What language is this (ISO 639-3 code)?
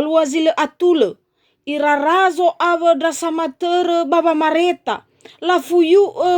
nia